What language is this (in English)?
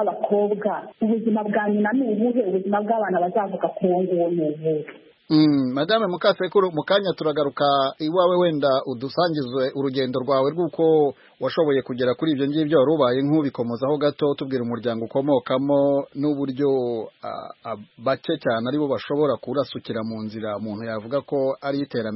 Kinyarwanda